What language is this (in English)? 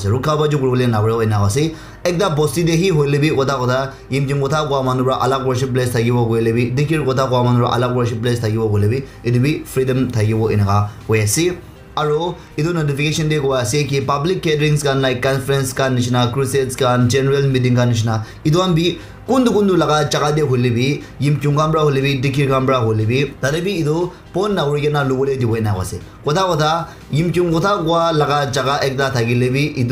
Naga Pidgin